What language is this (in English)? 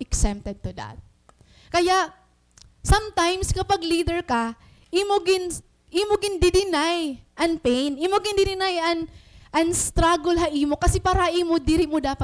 Waray